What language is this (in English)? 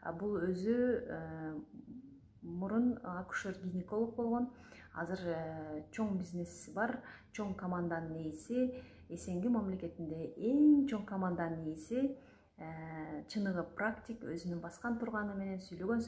Kyrgyz